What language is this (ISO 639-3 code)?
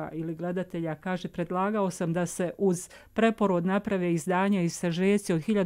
bos